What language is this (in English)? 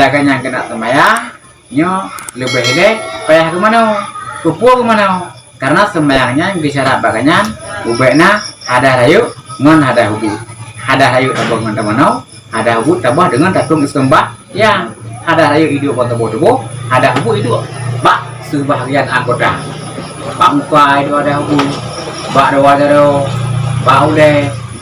Achinese